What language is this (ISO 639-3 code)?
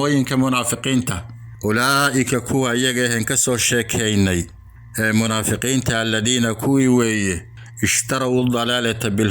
som